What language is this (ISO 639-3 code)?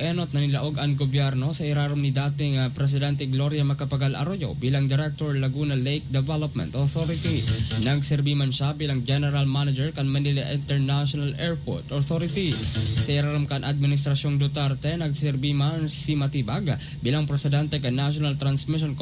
bik